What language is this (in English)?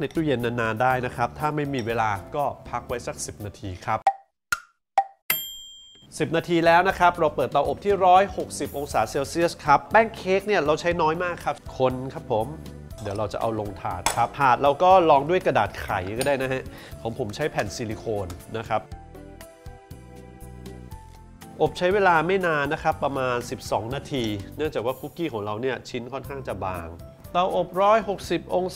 Thai